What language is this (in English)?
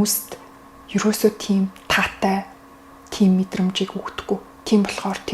Mongolian